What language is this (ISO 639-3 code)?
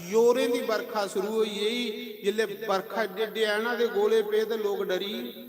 doi